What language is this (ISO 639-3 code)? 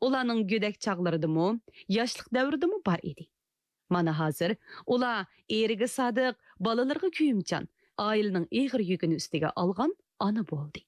uig